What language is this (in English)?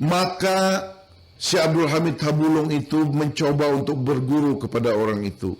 Banjar